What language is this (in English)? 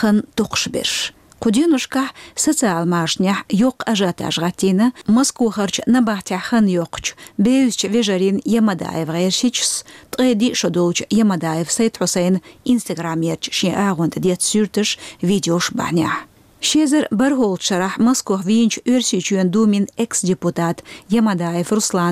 Chechen